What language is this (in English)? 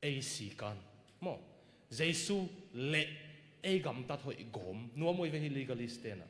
Tedim Chin